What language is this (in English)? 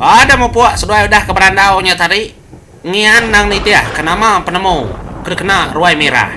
Iban